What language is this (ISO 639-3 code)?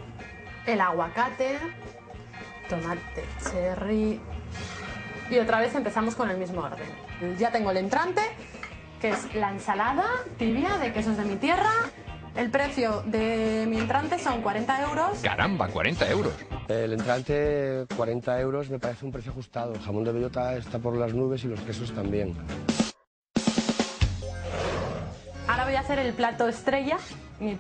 spa